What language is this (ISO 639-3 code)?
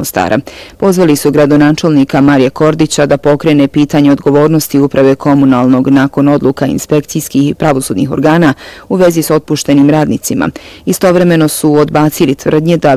bos